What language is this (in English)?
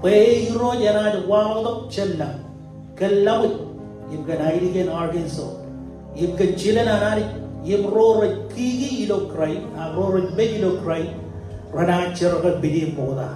Marshallese